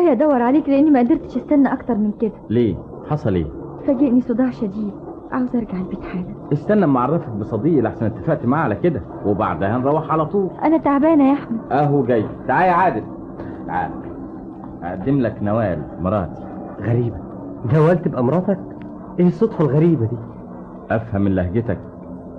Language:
Egyptian Arabic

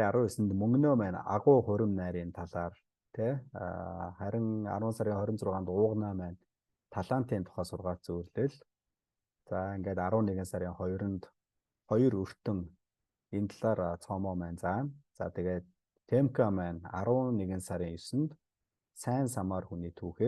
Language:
Mongolian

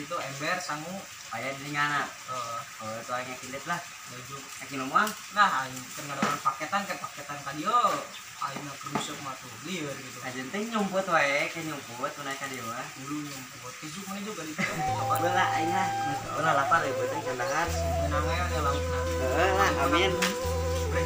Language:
Sundanese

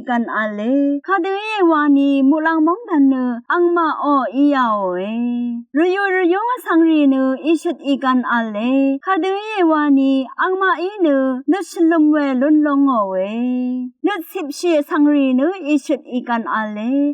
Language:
Rawang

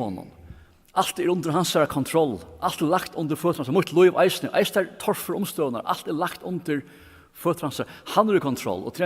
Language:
Faroese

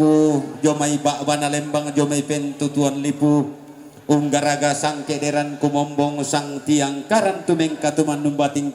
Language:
Toraja-Sa'dan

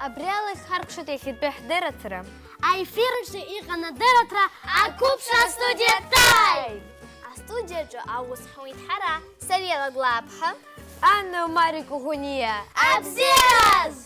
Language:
Abkhazian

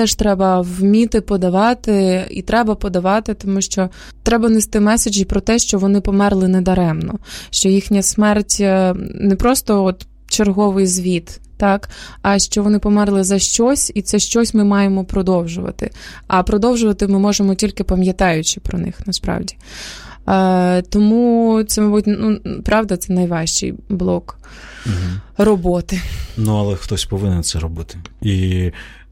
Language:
Ukrainian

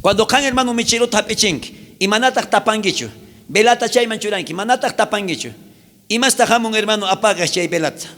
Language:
South Bolivian Quechua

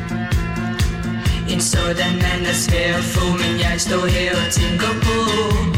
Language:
Danish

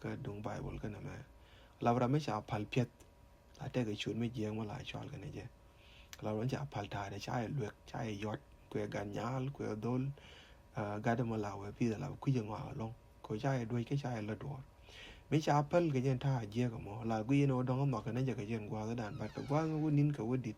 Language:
Nuer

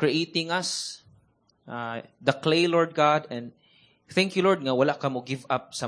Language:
Cebuano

